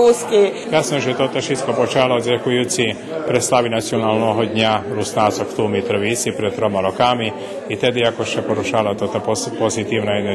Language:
Rusyn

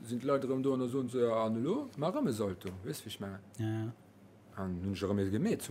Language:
Luxembourgish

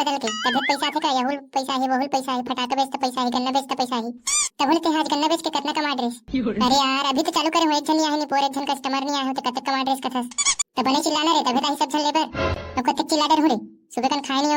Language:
Chhattisgarhi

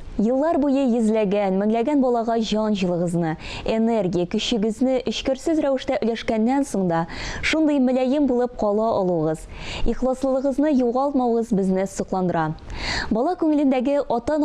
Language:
Tatar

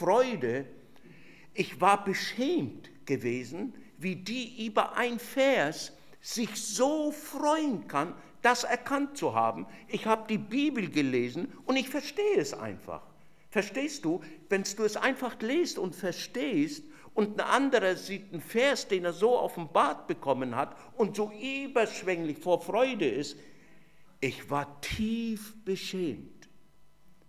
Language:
German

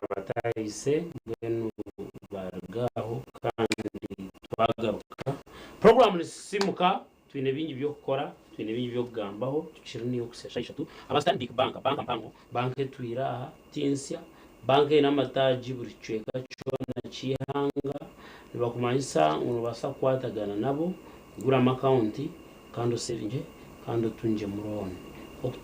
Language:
Nyankole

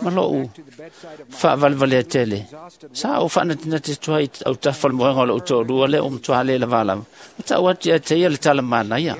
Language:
Samoan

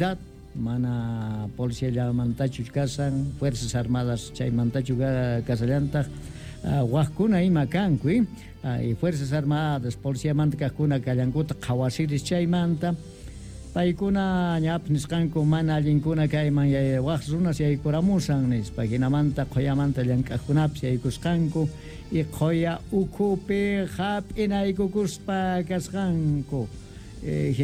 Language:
South Bolivian Quechua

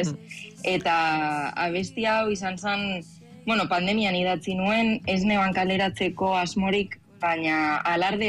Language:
Basque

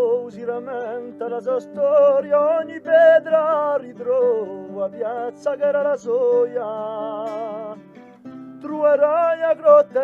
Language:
Corsican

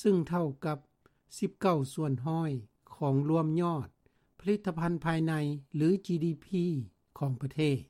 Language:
Lao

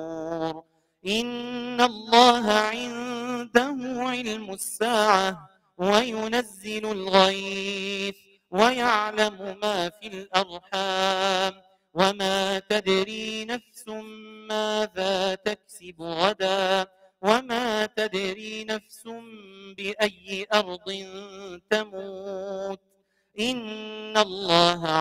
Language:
Arabic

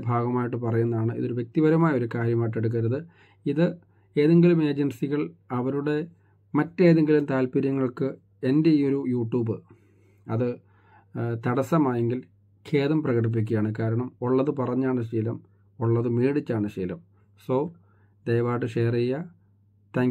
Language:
Malayalam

